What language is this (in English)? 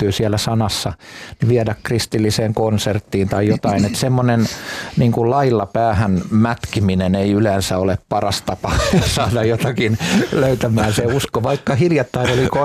Finnish